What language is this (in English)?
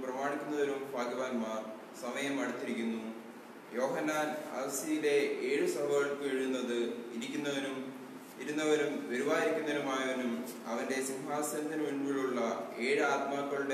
Malayalam